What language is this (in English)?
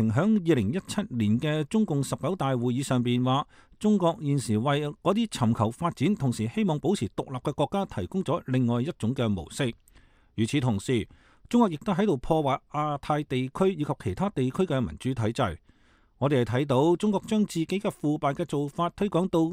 Cantonese